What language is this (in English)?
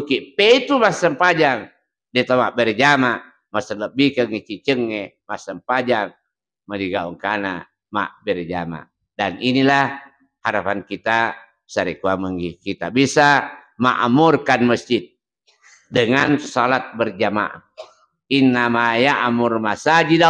Buginese